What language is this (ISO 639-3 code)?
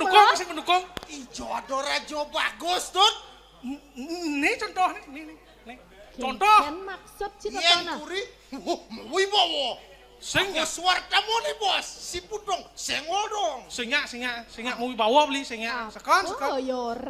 ban